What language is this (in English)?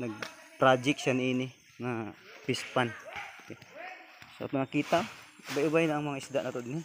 Cebuano